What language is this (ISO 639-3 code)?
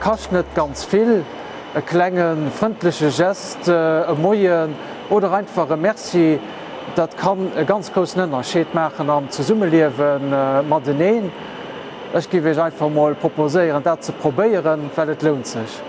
ltz